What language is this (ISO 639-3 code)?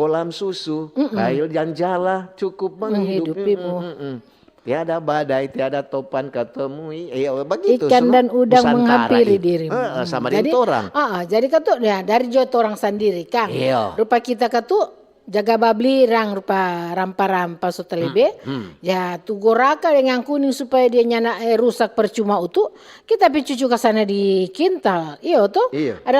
xmm